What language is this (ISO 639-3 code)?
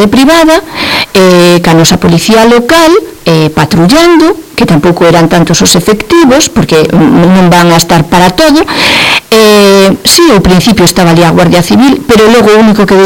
glg